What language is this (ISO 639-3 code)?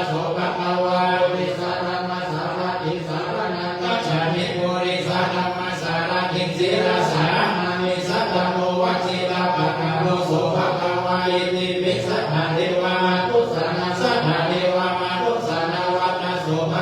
pli